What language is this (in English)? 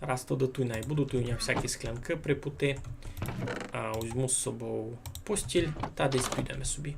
Rusyn